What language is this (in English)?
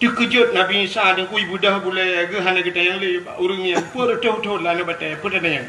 Achinese